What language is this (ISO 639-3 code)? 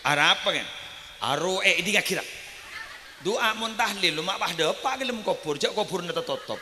mad